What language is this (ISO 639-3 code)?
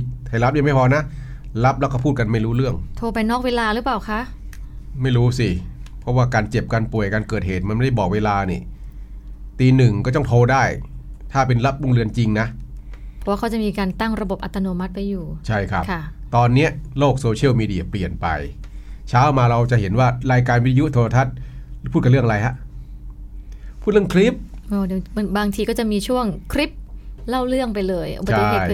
tha